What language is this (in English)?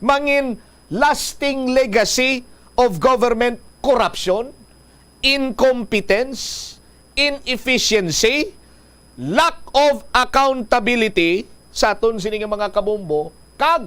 Hiligaynon